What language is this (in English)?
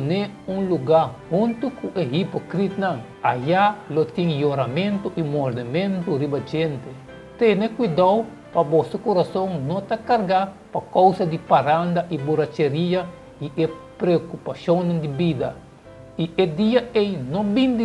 Papiamento